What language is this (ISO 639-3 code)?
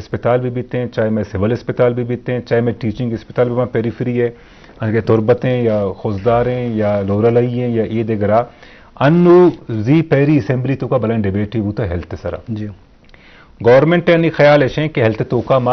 bal